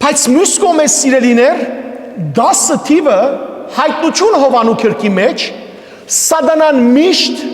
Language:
Western Armenian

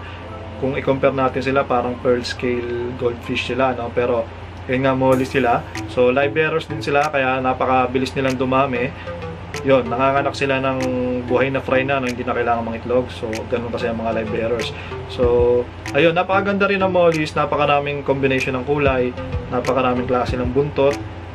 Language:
Filipino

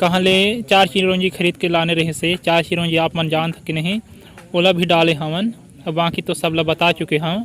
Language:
Chhattisgarhi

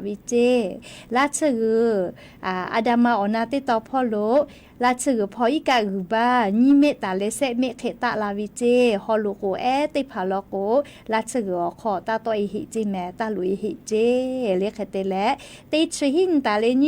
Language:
Lahu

